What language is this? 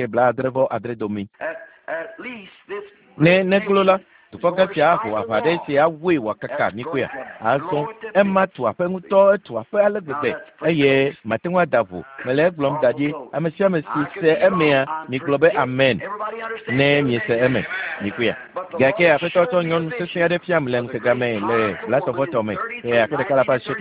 Ewe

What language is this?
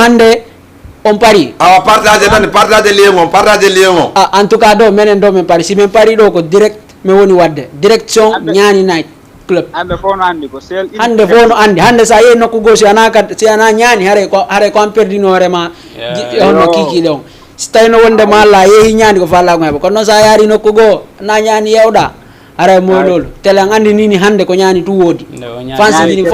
Fula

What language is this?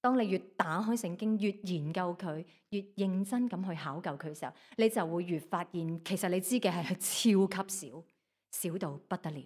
Cantonese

